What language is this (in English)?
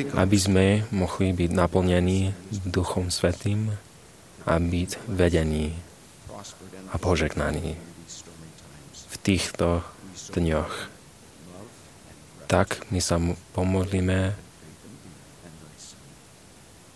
Slovak